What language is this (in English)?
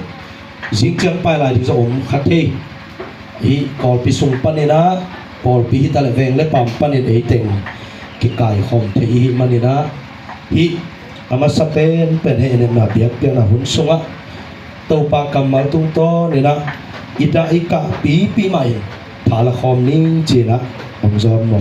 Tedim Chin